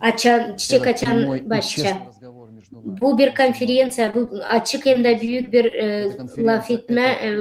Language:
Gagauz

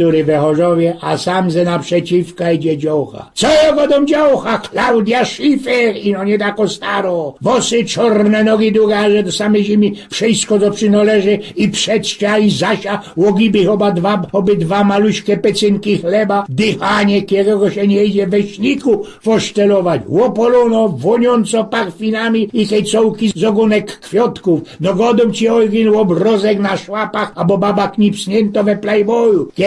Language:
Silesian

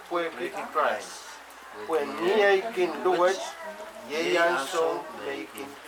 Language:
Pohnpeian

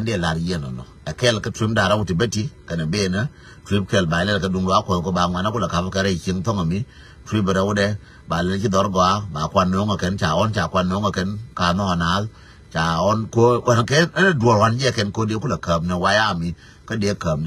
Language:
Nuer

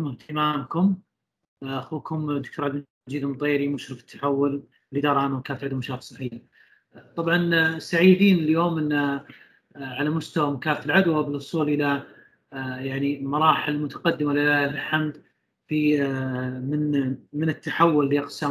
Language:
Arabic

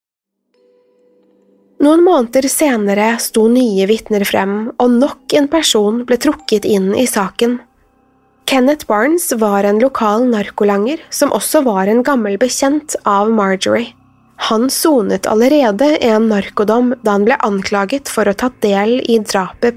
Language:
Norwegian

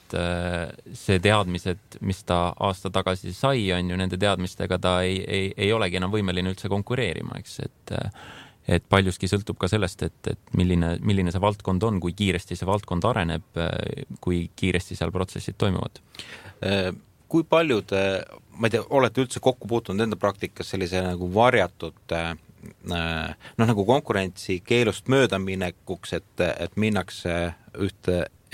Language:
Estonian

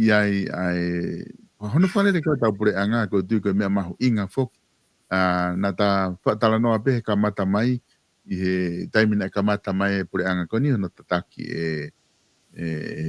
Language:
Tongan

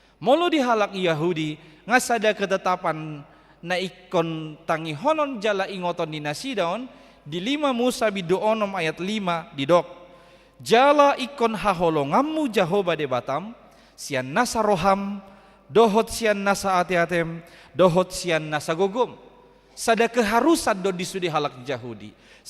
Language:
Batak Toba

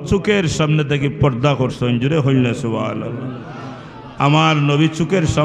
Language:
Sylheti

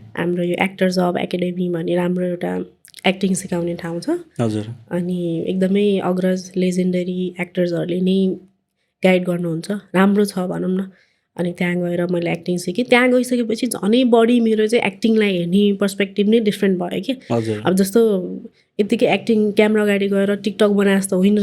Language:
Nepali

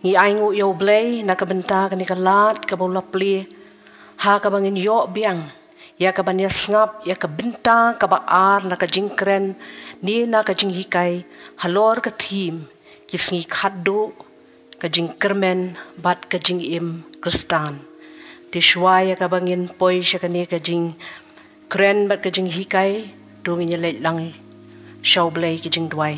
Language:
Khasi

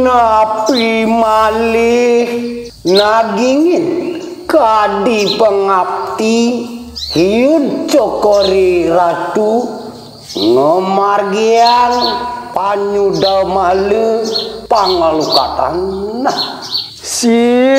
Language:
Balinese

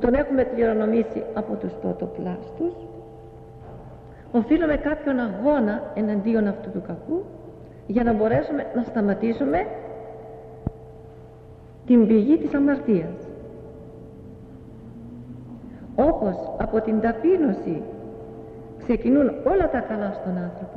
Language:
Greek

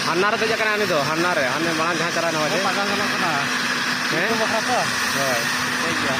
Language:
Santali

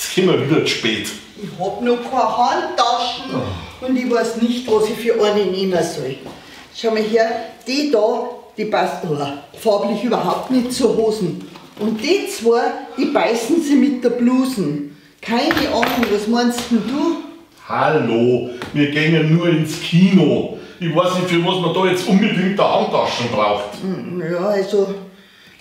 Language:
Bavarian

